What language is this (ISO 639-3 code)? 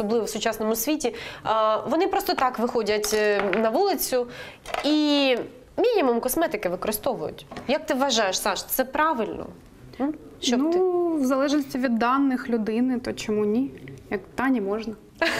ukr